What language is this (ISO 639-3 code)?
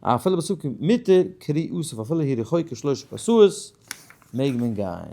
yid